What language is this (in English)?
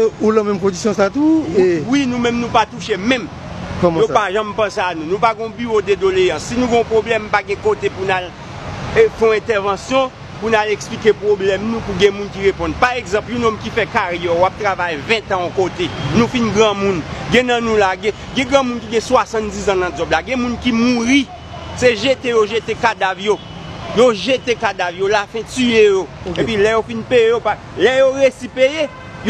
Haitian Creole